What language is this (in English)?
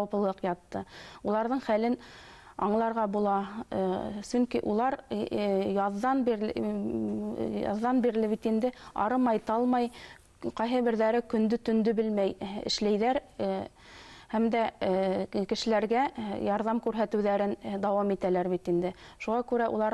Bashkir